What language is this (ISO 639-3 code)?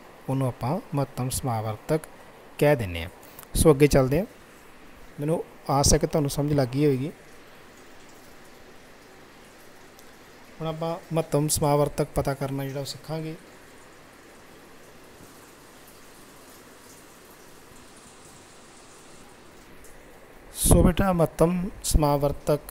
pan